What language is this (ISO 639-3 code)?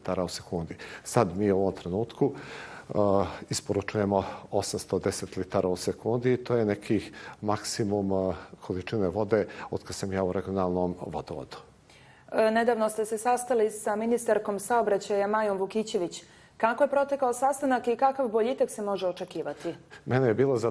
bos